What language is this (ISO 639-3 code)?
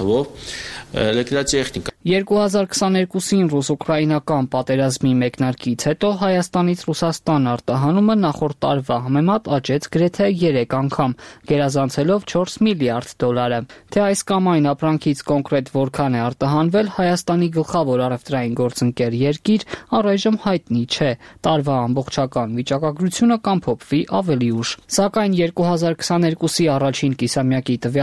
hye